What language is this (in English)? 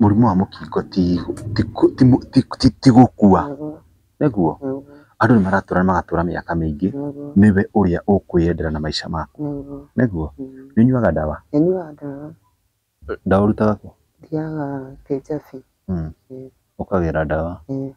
Kikuyu